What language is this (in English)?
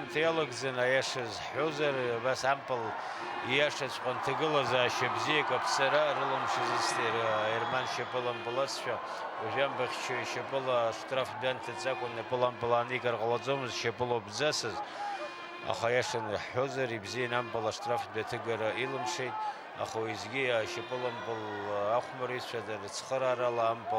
Abkhazian